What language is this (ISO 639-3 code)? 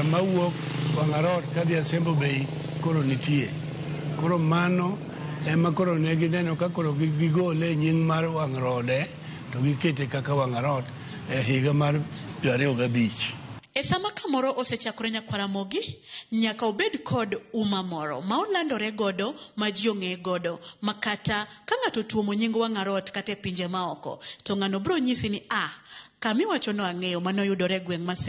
luo